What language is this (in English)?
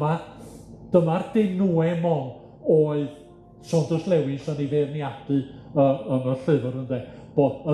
Welsh